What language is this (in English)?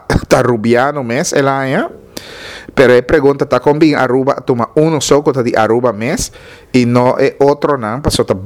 Papiamento